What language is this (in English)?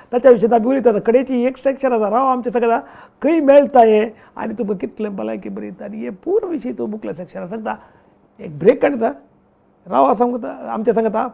Konkani